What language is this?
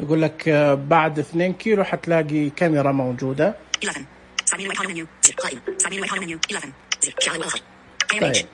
Najdi Arabic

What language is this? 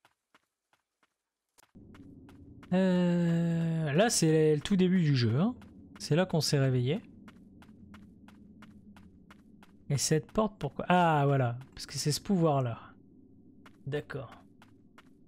French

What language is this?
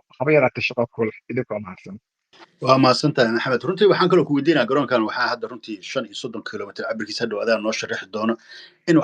Somali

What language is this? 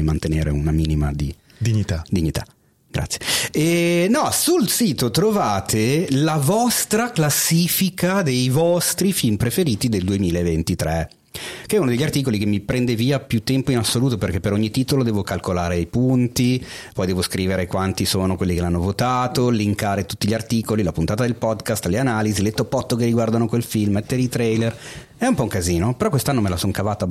Italian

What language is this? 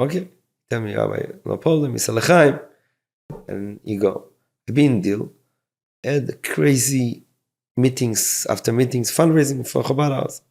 Yiddish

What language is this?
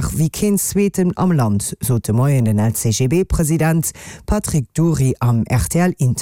Luxembourgish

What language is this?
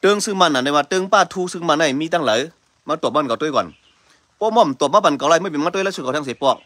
Shan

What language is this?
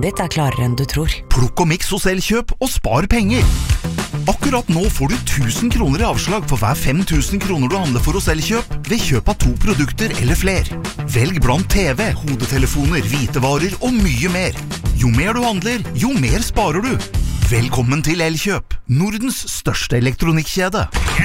Norwegian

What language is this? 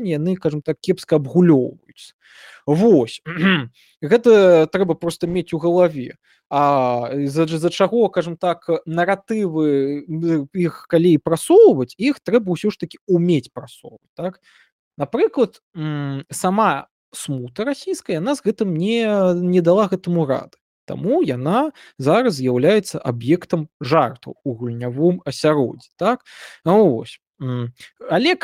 Belarusian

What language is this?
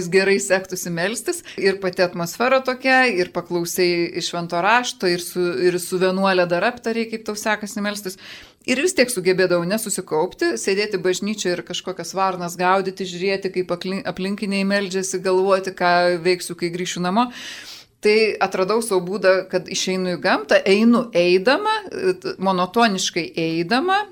Lithuanian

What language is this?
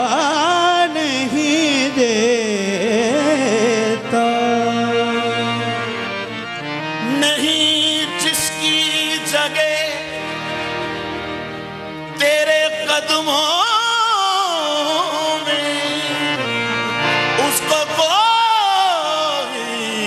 Hindi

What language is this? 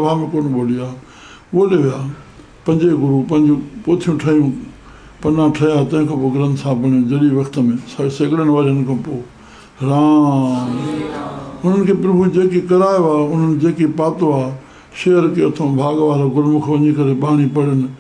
Sindhi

